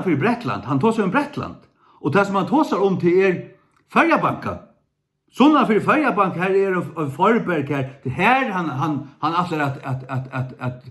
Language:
Faroese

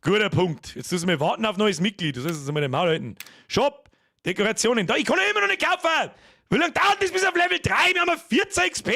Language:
Bavarian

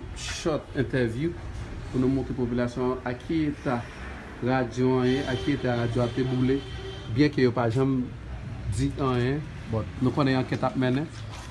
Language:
Haitian Creole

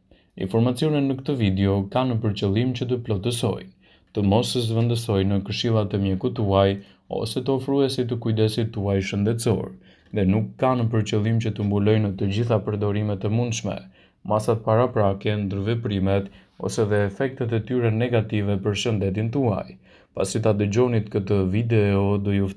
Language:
Albanian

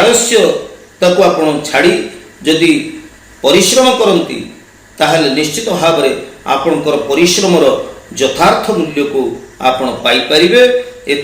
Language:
Odia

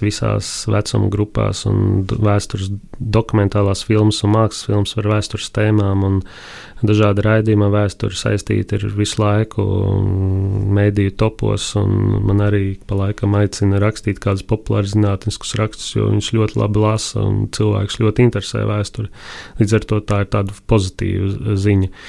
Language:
Latvian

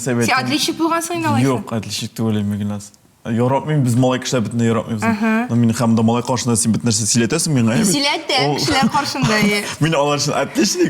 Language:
Tatar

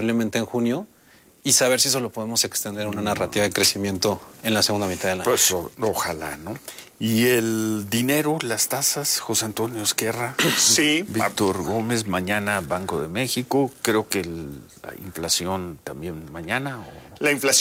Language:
Spanish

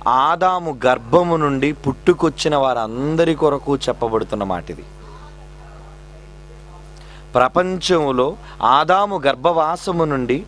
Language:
Telugu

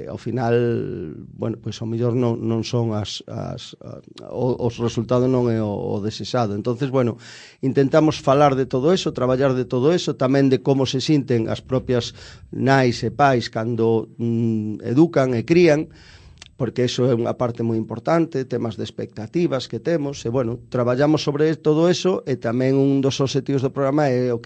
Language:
Galician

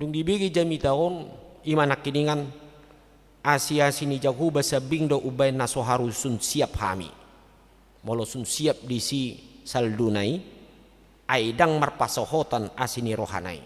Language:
Batak Toba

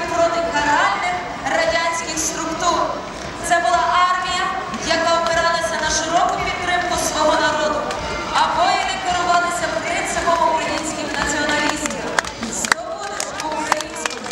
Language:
Ukrainian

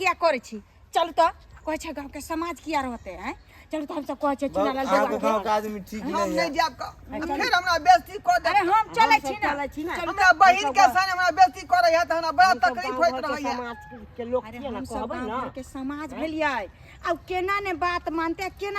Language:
Maithili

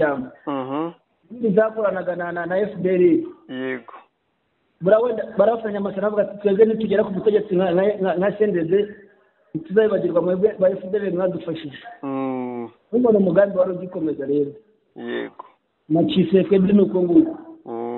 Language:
Kinyarwanda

